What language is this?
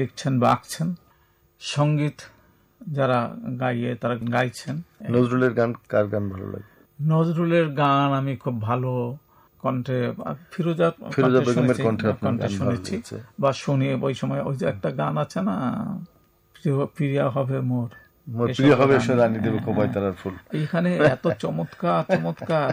Bangla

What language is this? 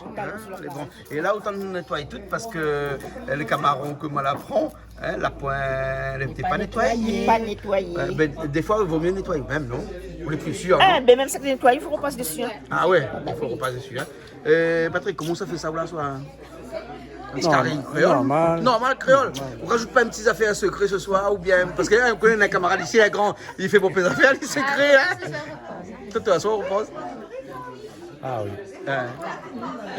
Réunion Creole French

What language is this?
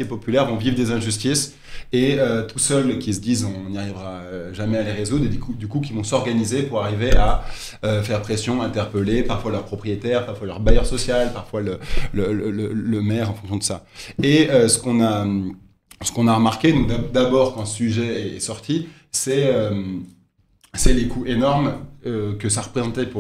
French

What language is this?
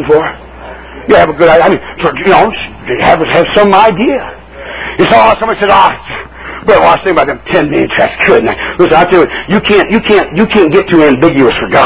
English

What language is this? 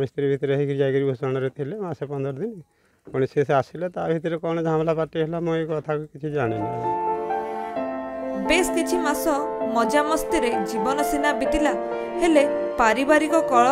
Odia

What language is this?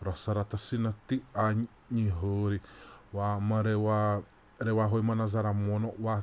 Xavánte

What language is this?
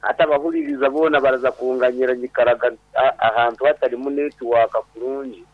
Nyankole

